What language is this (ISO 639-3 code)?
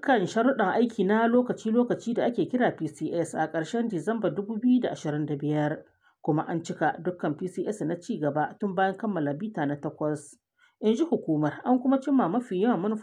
hau